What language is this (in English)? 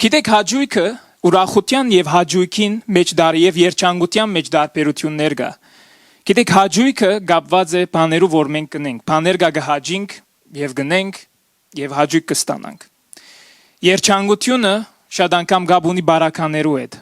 Western Armenian